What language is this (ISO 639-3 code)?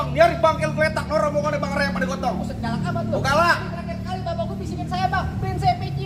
bew